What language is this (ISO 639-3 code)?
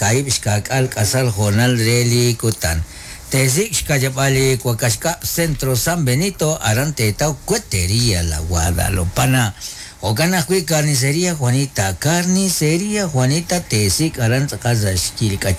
kek